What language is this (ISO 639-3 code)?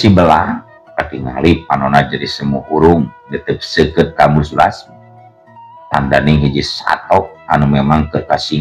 sun